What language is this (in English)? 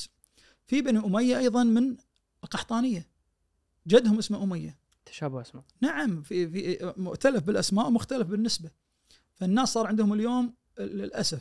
Najdi Arabic